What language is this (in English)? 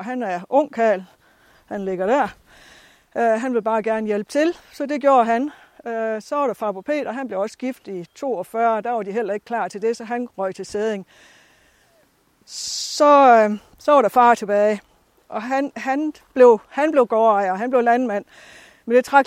Danish